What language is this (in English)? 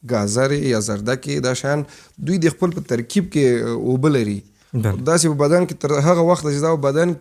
Pashto